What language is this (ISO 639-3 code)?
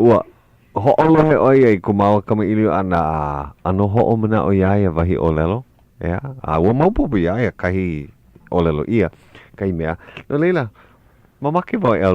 haw